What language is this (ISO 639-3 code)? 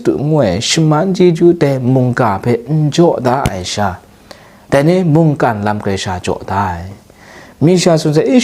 kac